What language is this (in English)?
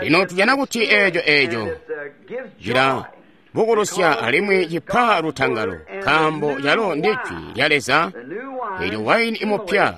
Tonga (Zambia)